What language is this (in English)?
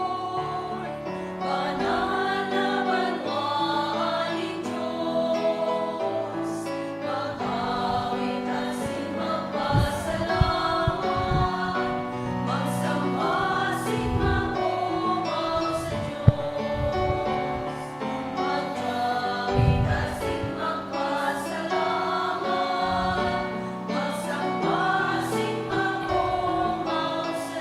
Bikol